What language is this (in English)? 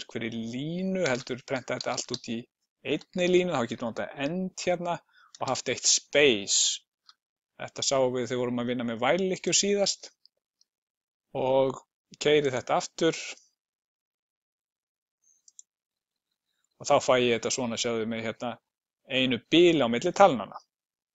Icelandic